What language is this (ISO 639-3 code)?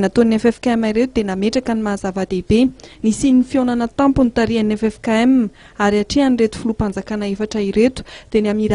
mlg